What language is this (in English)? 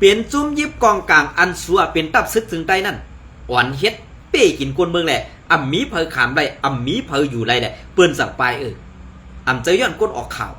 Shan